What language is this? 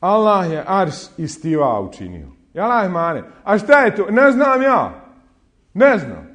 Bosnian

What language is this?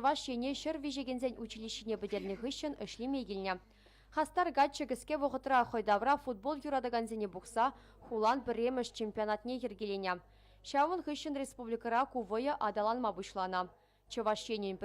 Chuvash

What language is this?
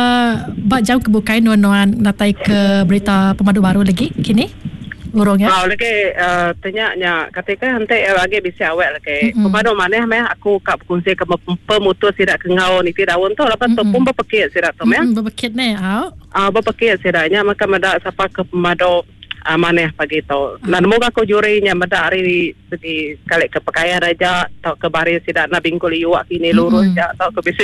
Iban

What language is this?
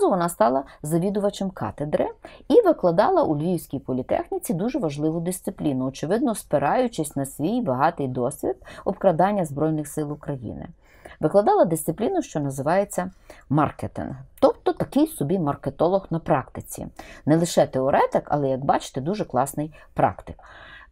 Ukrainian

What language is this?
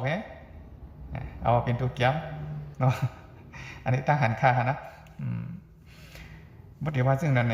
Shan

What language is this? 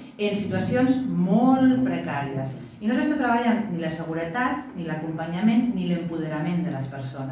Catalan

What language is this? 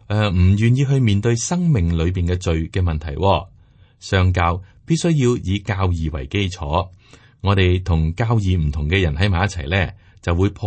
Cantonese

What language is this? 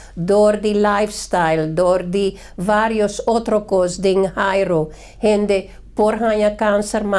Papiamento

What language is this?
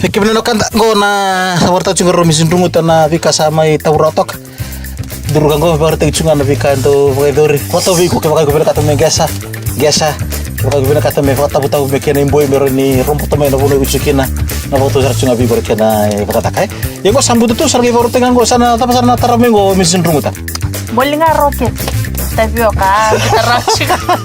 Fijian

